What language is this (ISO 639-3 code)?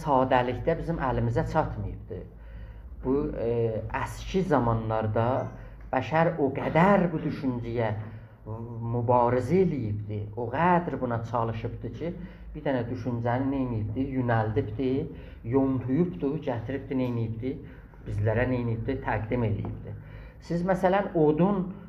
azb